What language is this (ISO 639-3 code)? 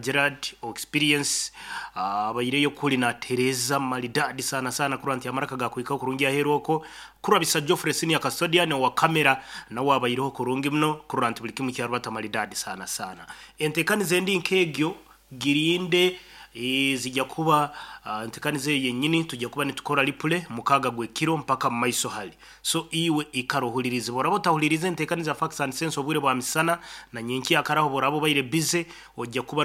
nyn